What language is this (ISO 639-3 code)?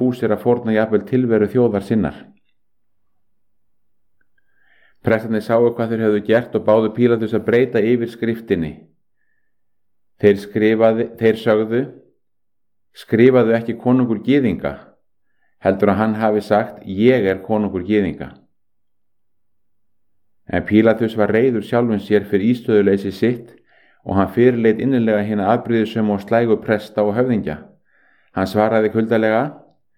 isl